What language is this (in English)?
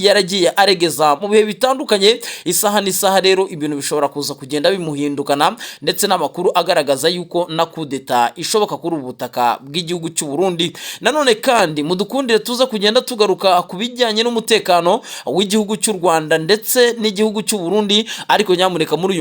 Kinyarwanda